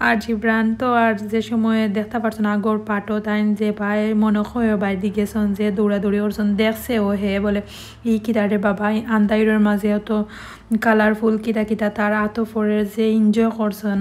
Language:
Sylheti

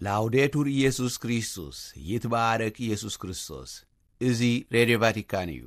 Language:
Tigrinya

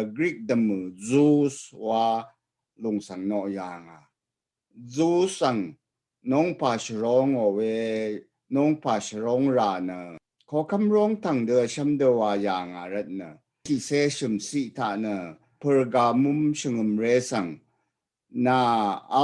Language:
Rawang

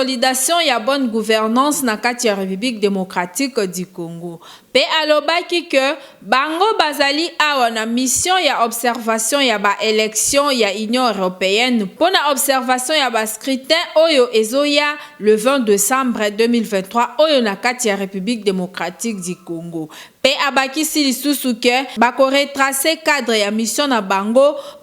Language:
Lingala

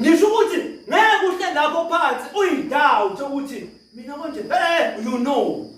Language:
Zulu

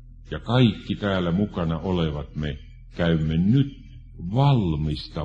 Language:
Finnish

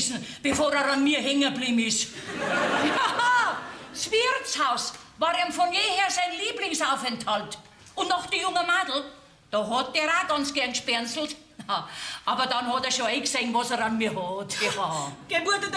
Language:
Bavarian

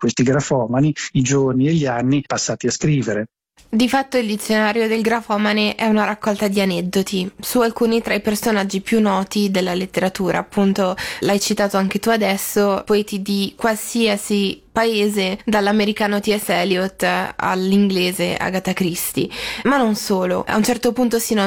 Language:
Italian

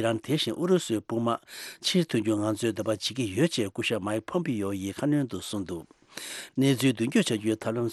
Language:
Tibetan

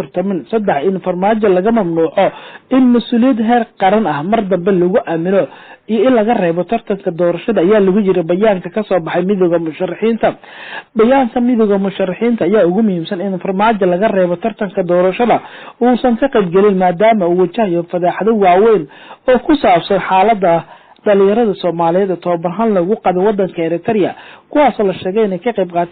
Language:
Somali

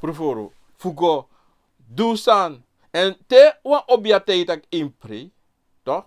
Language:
Sranan Tongo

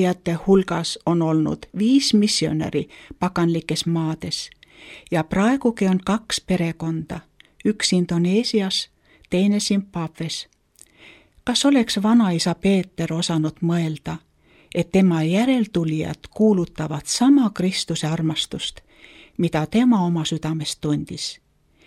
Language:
Estonian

